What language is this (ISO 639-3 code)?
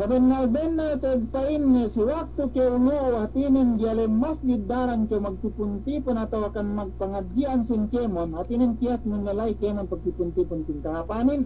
yka